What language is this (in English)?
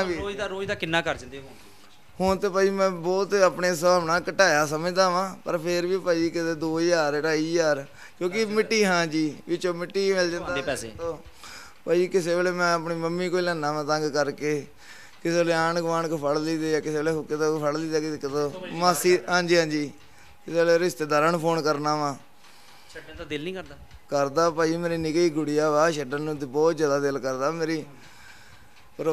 Punjabi